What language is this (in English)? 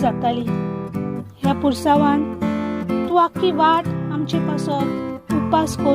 Konkani